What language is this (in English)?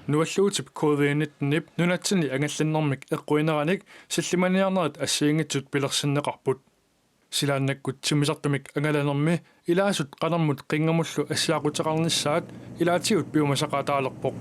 Kalaallisut